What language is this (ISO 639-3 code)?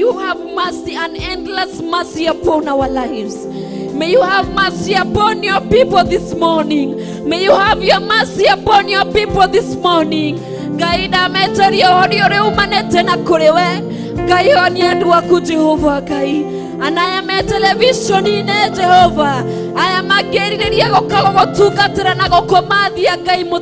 kik